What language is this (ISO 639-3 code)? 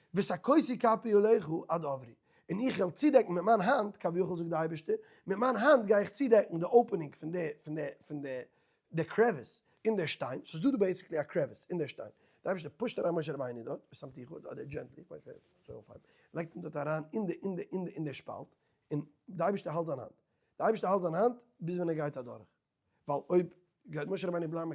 yid